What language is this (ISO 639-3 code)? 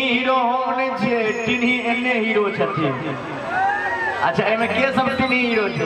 mai